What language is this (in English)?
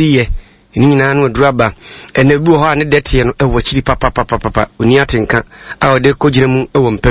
Akan